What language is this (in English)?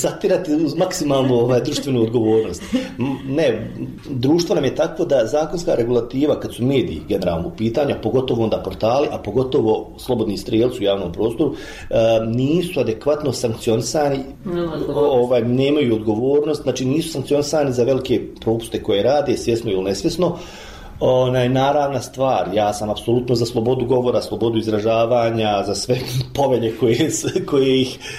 Bosnian